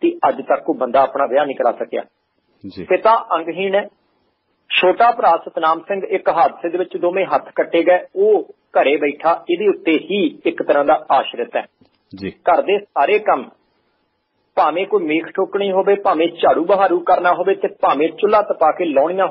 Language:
Punjabi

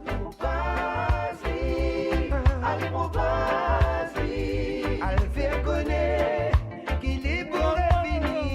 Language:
Morisyen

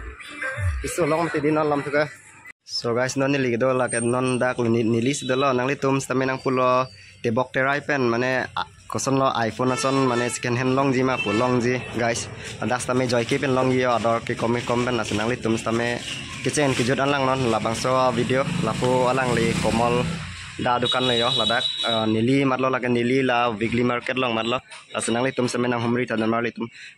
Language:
Karbi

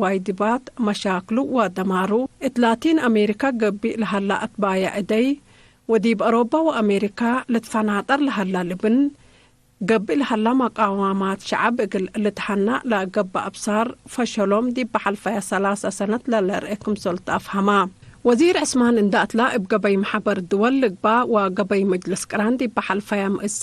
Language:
Tigre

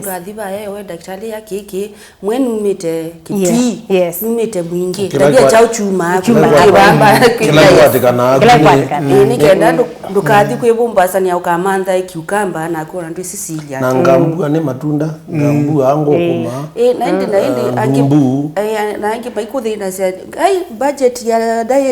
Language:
Kamba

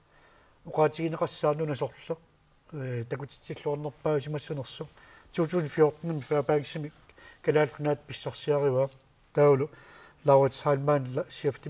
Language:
Kalaallisut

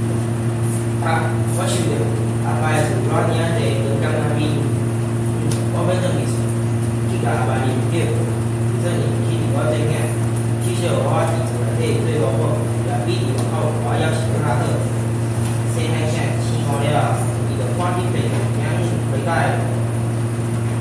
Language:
Min Nan Chinese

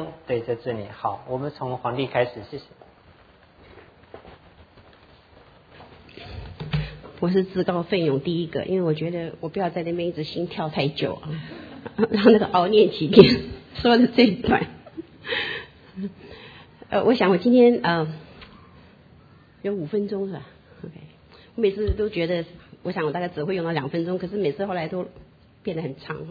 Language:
Chinese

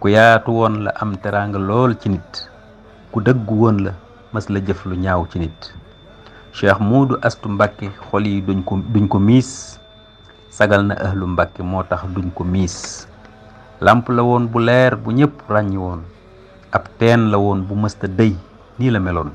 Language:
Wolof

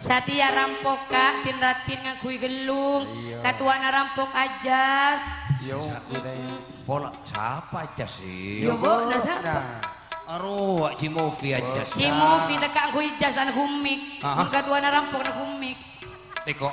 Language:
Madurese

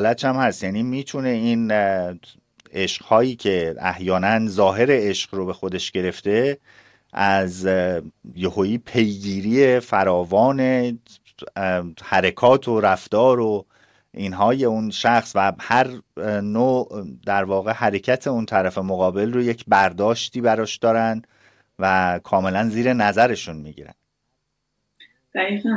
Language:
Persian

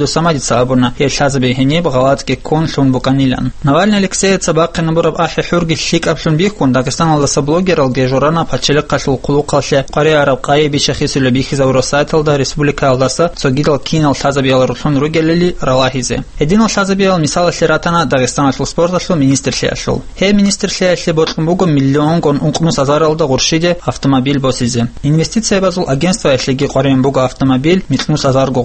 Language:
Avaric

